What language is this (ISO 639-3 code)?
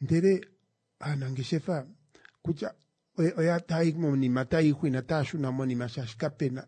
kua